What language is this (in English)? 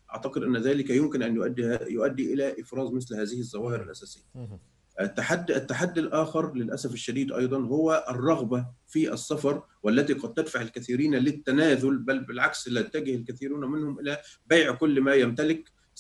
Arabic